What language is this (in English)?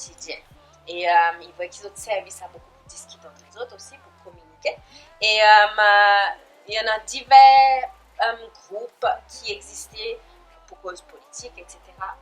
Seselwa Creole French